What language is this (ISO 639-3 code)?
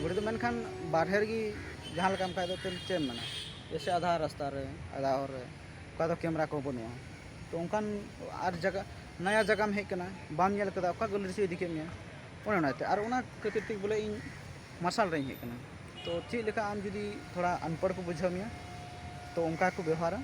sat